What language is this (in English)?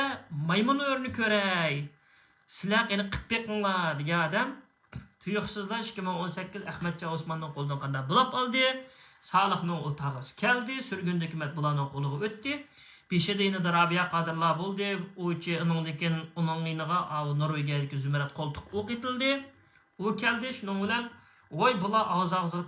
Uyghur